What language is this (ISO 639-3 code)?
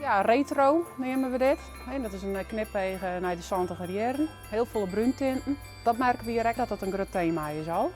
fry